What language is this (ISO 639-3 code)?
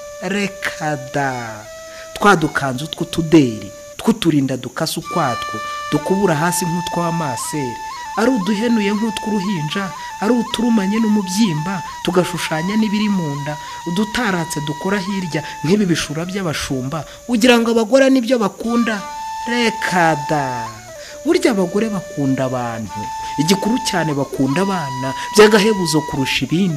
kin